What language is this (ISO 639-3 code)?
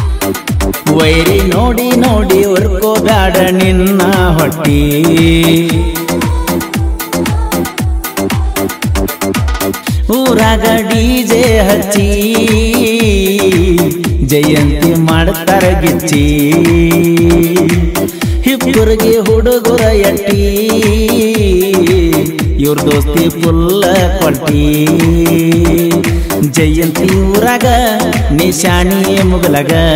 kan